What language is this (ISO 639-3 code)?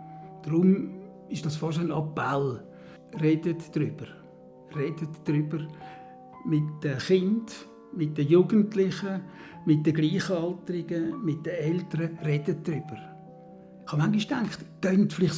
gsw